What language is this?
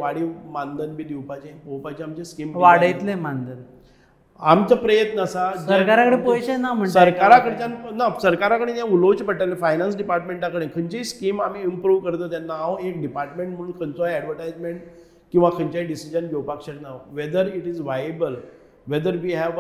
Konkani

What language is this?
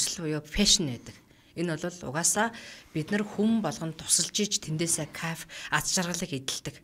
Mongolian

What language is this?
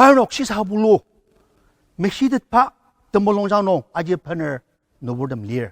Ao Naga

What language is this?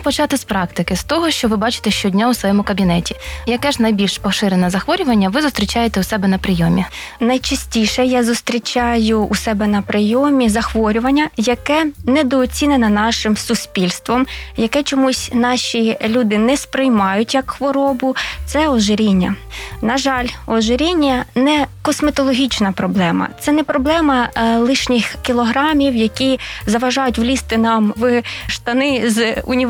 Ukrainian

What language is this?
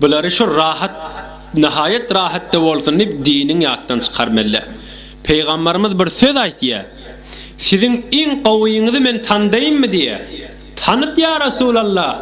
Turkmen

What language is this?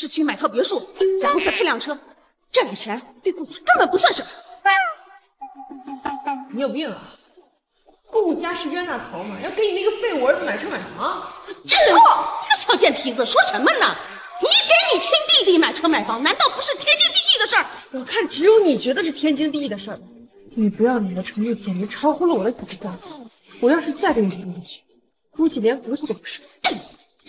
Chinese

